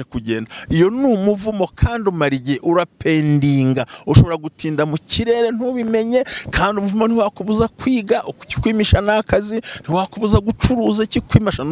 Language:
Kinyarwanda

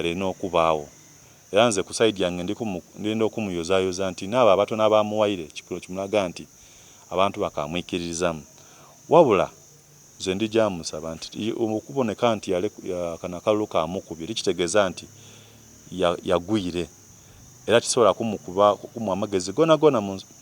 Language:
Soga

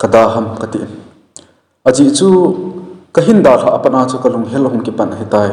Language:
Thado Chin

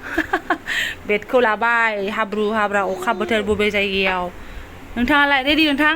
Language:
Bodo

